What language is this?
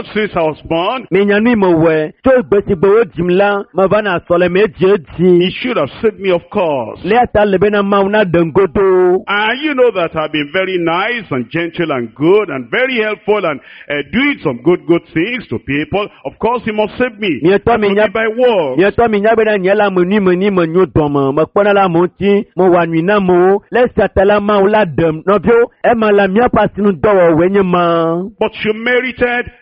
Ewe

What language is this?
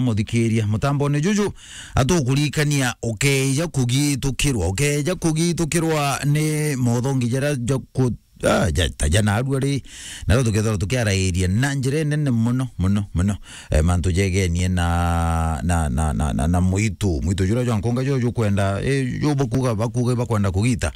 Meru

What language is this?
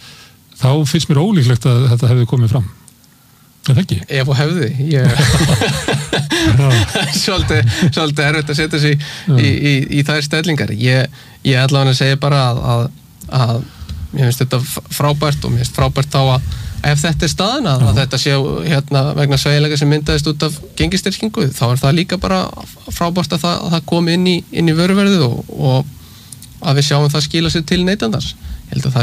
Icelandic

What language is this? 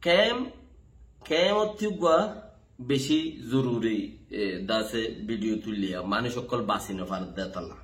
Rohingya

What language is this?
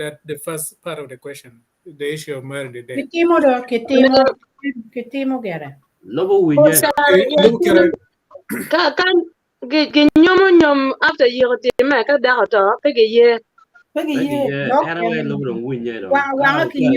Acoli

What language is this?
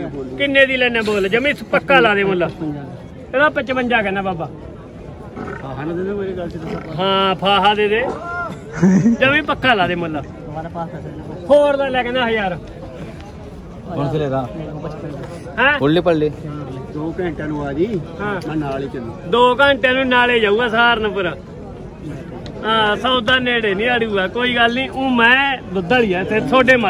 Punjabi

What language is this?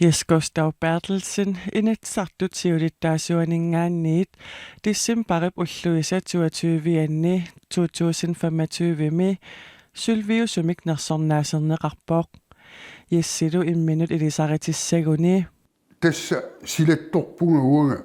Kalaallisut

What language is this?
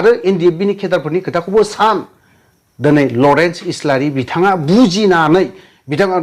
Bodo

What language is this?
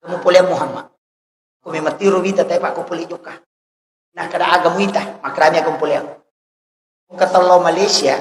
Buginese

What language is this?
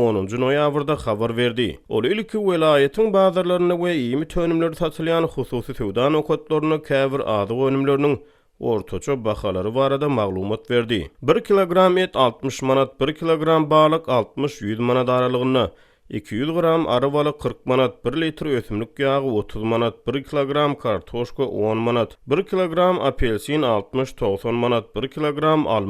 Turkmen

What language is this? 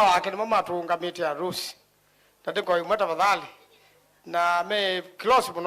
Kamba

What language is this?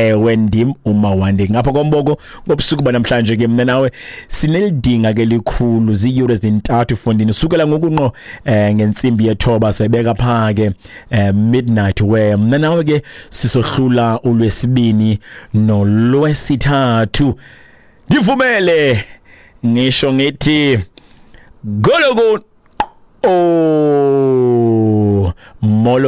Xhosa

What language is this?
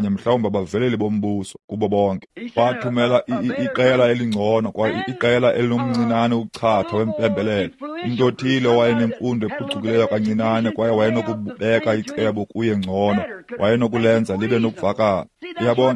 Xhosa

